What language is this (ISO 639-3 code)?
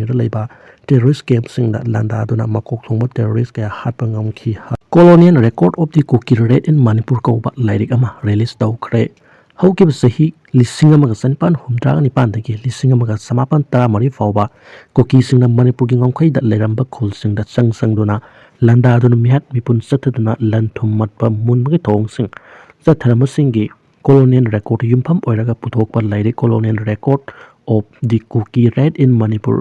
mni